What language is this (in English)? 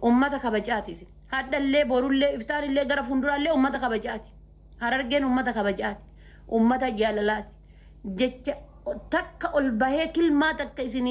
Oromo